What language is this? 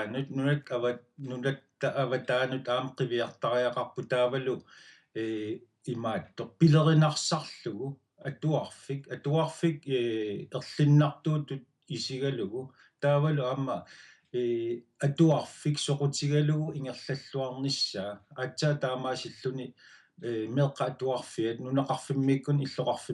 Kalaallisut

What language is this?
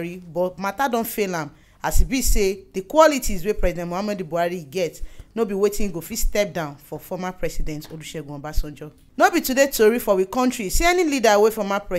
Nigerian Pidgin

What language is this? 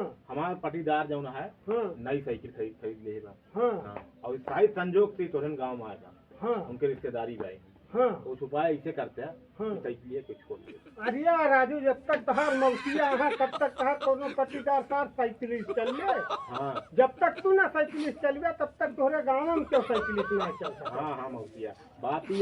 Awadhi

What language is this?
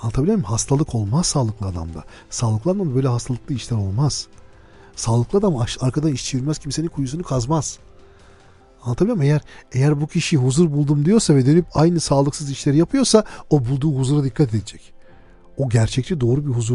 Turkish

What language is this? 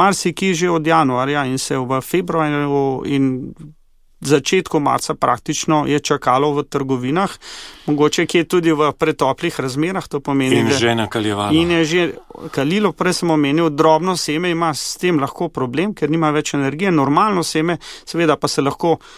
Slovenian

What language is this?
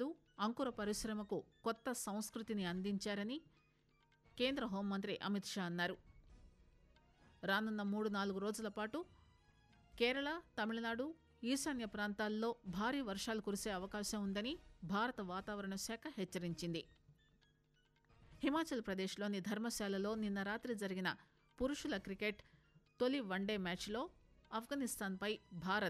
Telugu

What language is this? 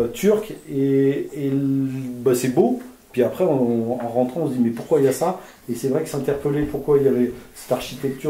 French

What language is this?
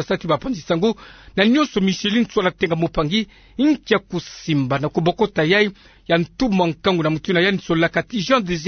Kituba (Democratic Republic of Congo)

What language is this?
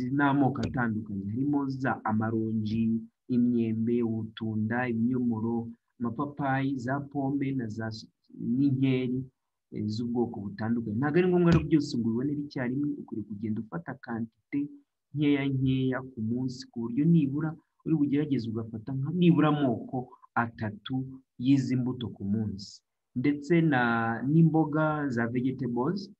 Kinyarwanda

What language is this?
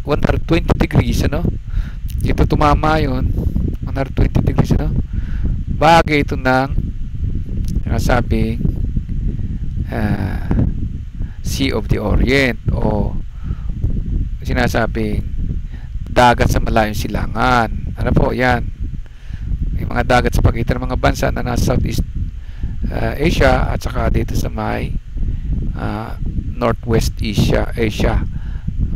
Filipino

